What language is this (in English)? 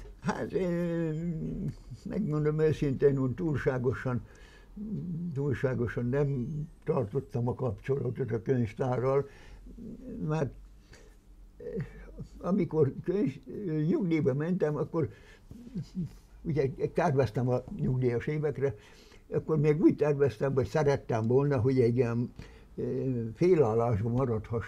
Hungarian